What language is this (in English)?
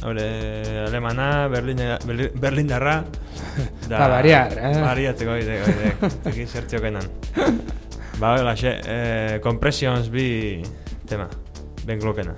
Basque